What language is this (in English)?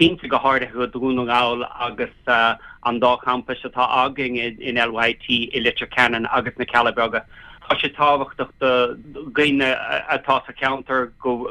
Irish